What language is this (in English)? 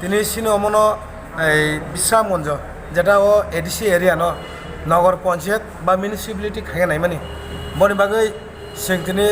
Kok Borok